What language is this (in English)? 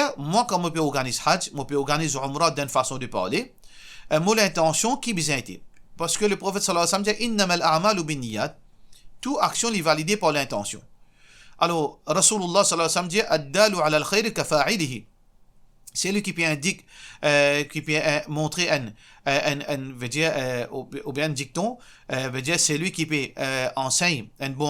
Morisyen